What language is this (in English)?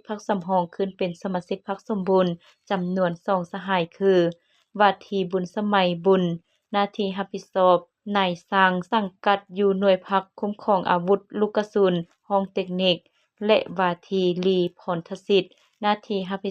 Lao